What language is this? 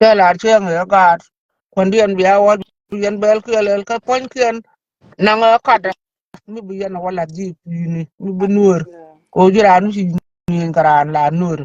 Nuer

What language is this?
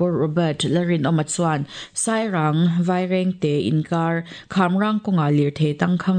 Mizo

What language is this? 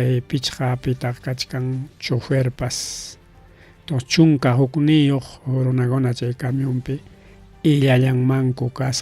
Ayacucho Quechua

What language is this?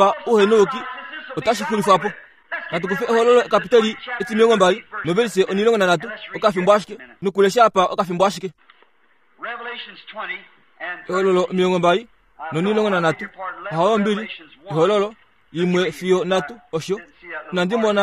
Kuanyama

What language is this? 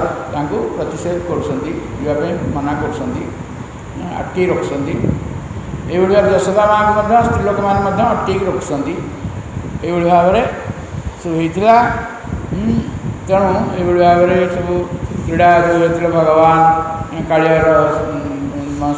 Odia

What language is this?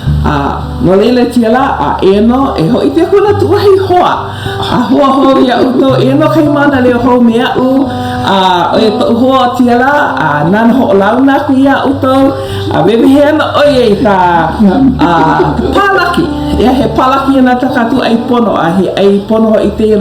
Hawaiian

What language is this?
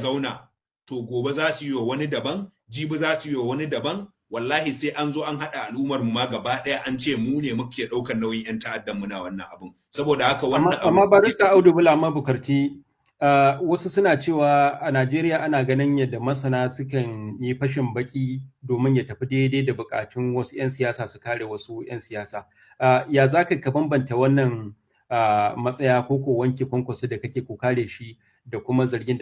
Hausa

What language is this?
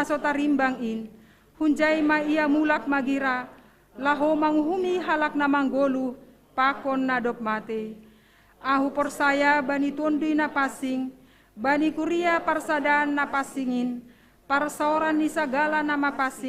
Batak Simalungun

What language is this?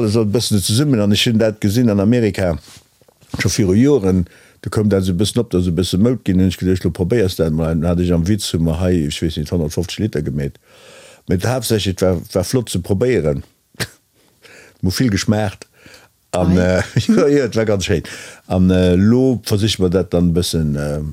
Luxembourgish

